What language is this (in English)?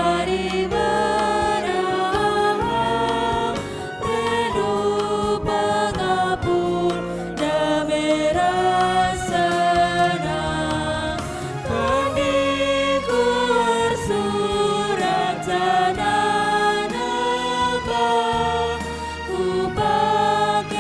Batak Karo